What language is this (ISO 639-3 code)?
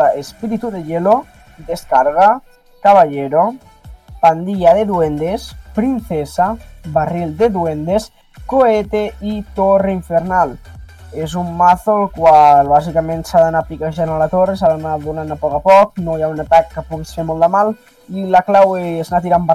cat